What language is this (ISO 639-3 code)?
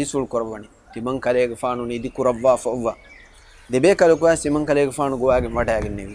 div